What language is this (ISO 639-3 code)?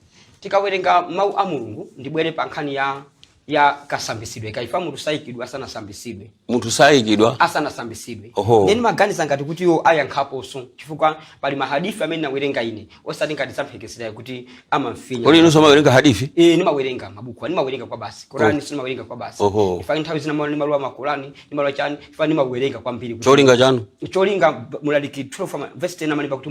nya